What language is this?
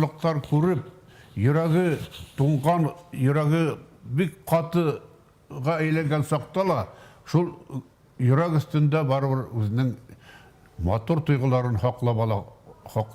Bashkir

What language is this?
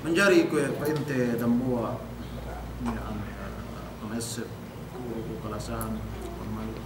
Yakan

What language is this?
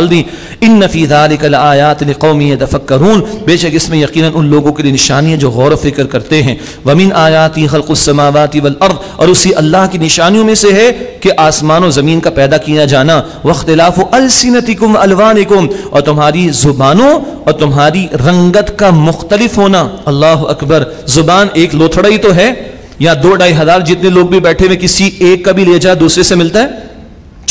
Urdu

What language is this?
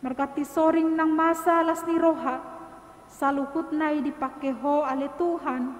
Batak Toba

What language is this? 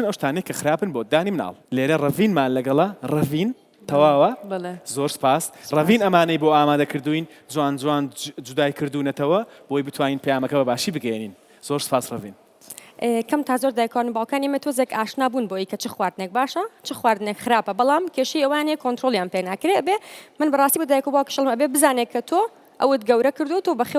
Central Kurdish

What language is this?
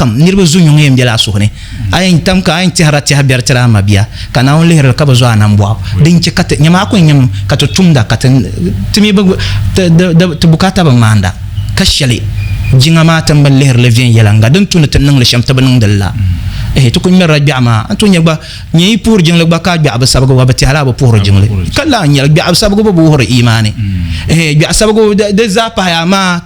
Dagbani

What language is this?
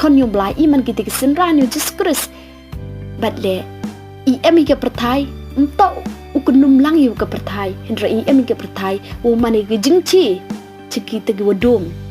Pnar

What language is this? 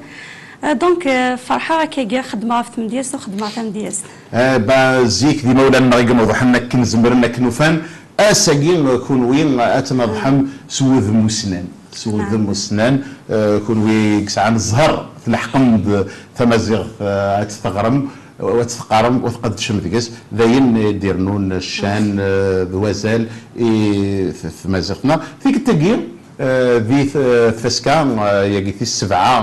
Kabyle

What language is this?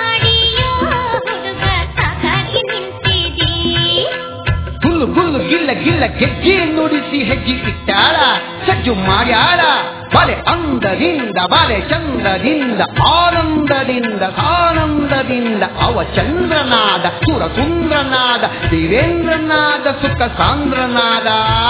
Kannada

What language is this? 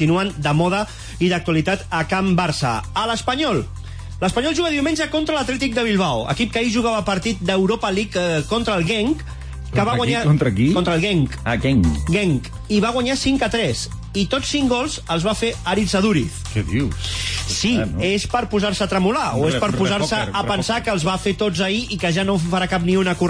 Catalan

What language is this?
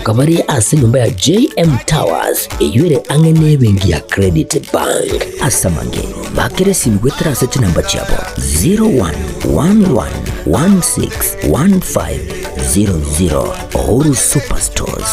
Gusii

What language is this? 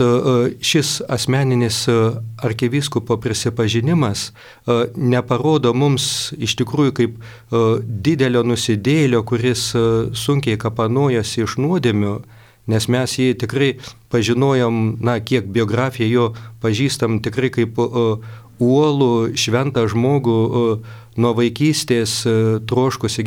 Lithuanian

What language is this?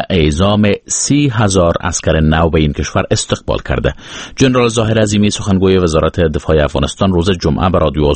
Persian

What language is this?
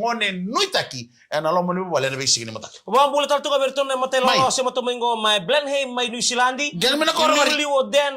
Fijian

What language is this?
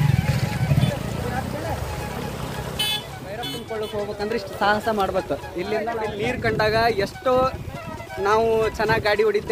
Kannada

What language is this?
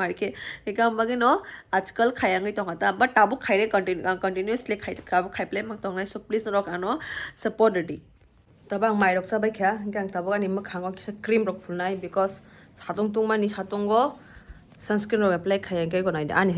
Kok Borok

